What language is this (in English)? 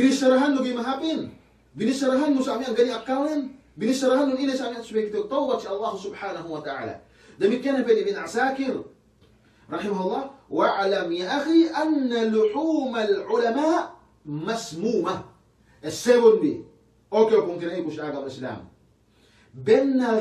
Yakan